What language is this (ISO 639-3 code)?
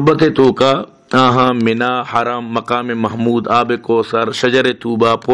bal